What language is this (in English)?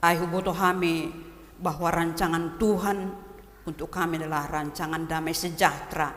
Batak Toba